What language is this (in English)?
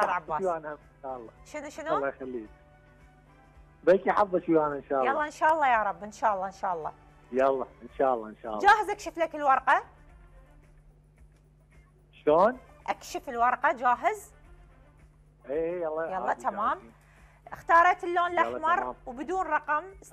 Mesopotamian Arabic